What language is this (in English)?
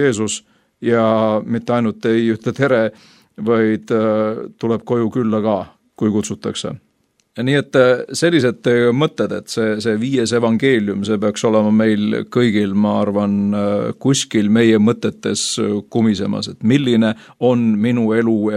Estonian